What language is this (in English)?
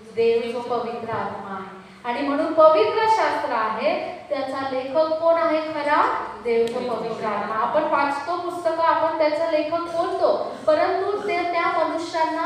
Marathi